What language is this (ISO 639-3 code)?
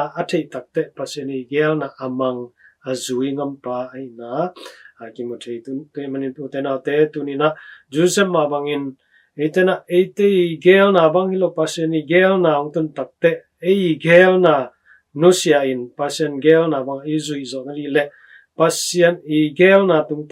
ctd